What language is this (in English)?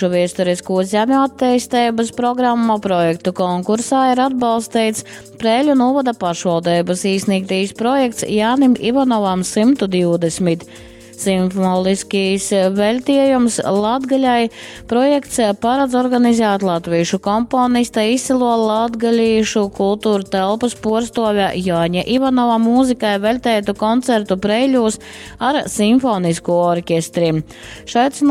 Latgalian